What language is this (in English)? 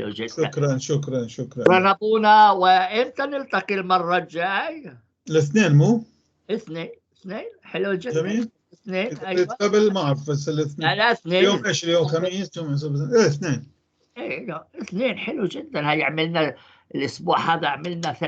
North Levantine Arabic